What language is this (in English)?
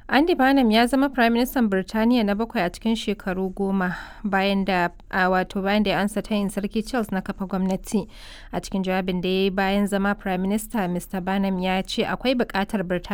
Hausa